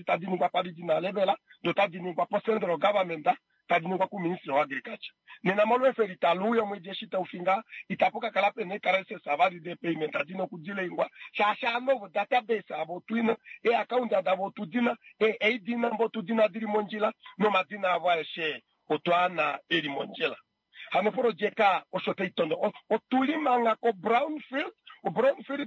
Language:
Kuanyama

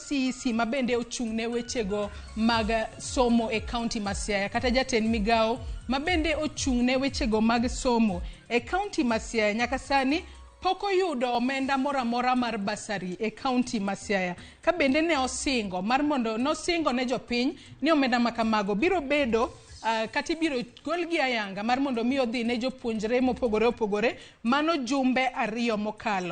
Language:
Luo (Kenya and Tanzania)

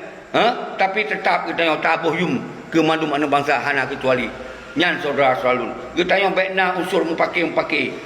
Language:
Achinese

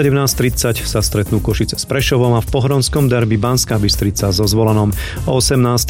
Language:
Slovak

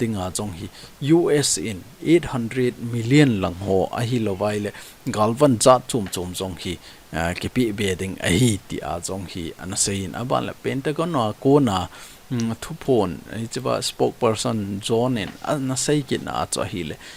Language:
Thado Chin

